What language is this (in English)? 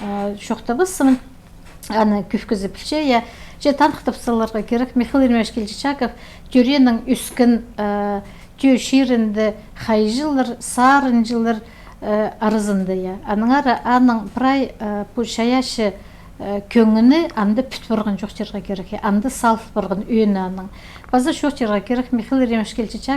Khakas